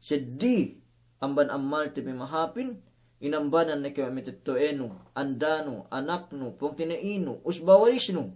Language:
Yakan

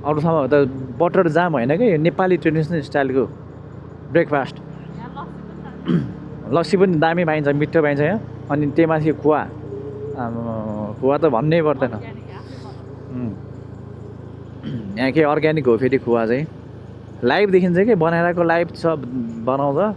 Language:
Nepali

